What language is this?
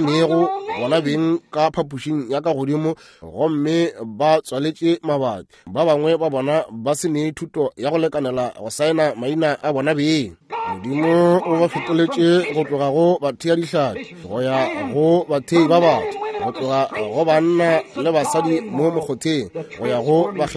Northern Sotho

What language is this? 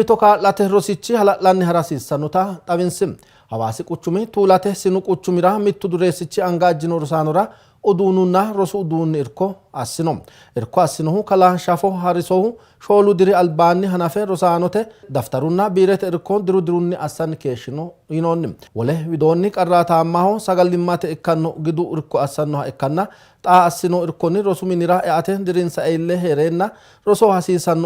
Sidamo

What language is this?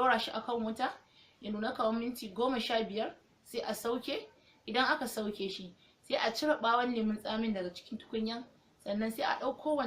Hausa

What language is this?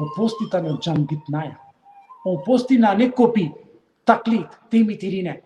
Balkan Romani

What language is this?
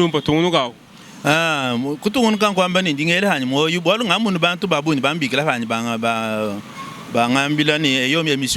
Luba-Lulua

